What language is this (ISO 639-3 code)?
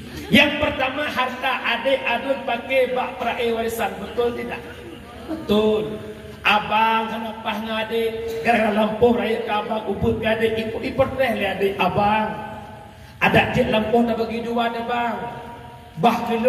ace